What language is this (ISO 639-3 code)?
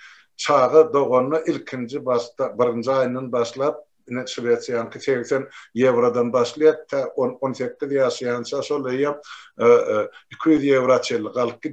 tuk